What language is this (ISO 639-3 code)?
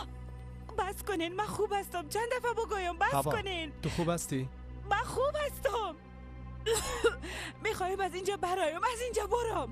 fas